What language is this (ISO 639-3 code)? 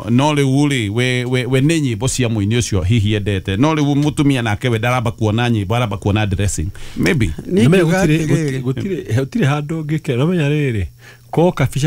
kik